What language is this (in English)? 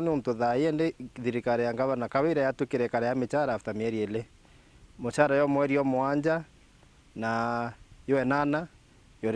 Meru